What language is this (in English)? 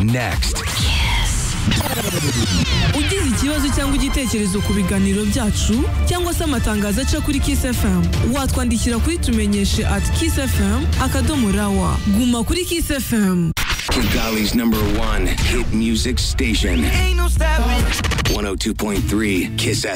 Kinyarwanda